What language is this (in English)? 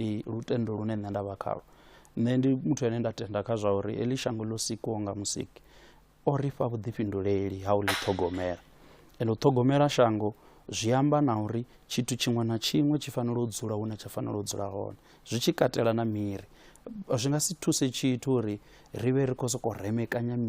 Venda